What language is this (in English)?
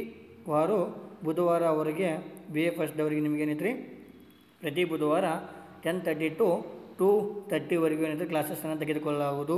Kannada